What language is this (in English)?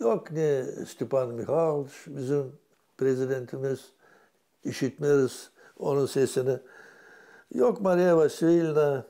Gagauz